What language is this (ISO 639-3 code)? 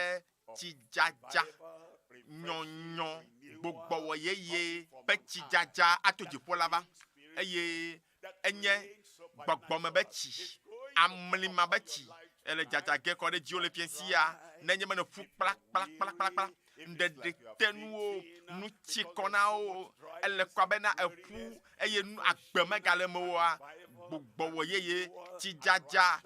ewe